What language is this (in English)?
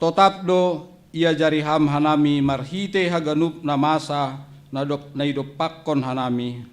Batak Simalungun